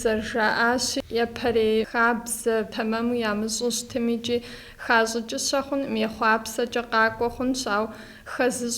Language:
Kabardian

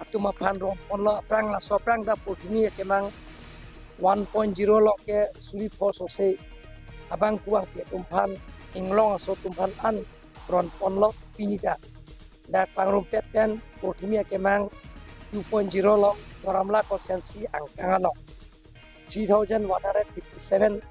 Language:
Karbi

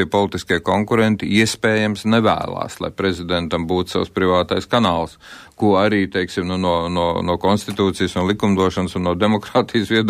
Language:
Latvian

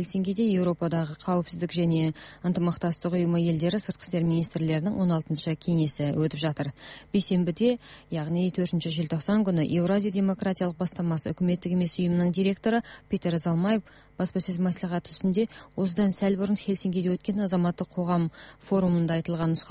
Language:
Kazakh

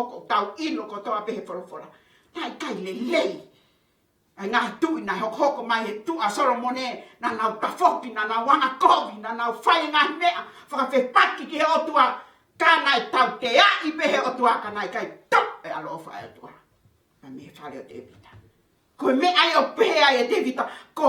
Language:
Tongan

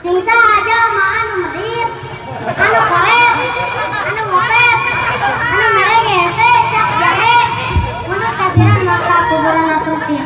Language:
Sundanese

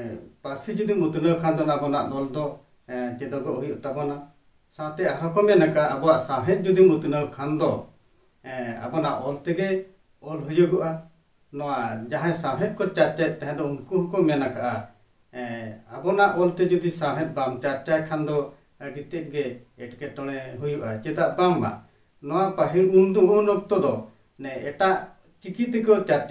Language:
Santali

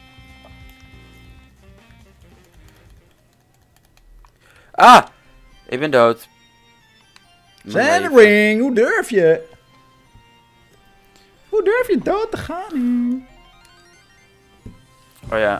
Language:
Dutch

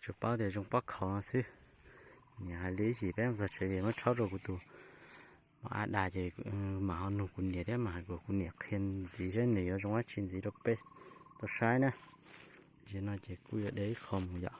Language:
Hmong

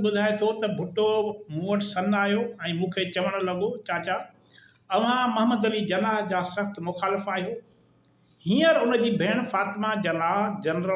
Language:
Sindhi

